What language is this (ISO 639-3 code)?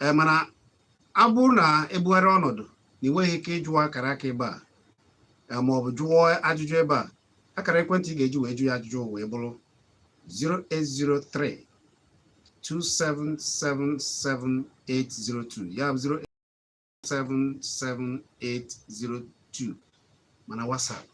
ibo